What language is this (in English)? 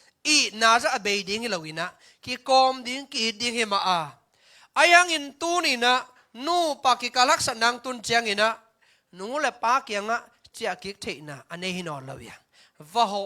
Tedim Chin